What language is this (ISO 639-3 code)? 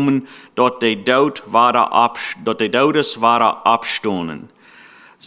pdt